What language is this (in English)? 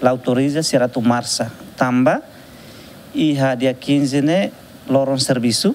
Tetum